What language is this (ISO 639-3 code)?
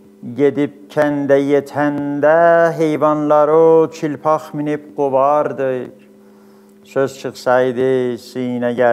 azb